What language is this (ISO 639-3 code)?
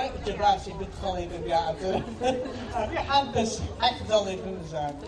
abk